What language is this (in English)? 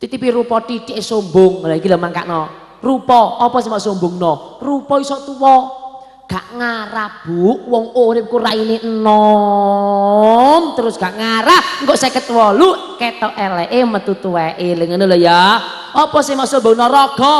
Javanese